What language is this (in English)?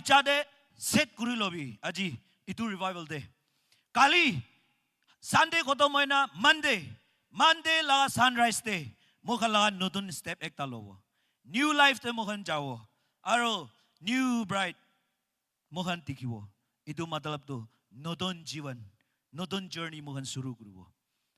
Naga Pidgin